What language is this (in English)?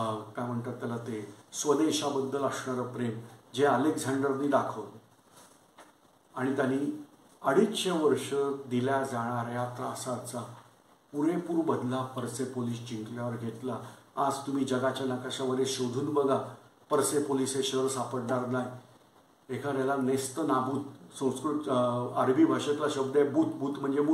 Marathi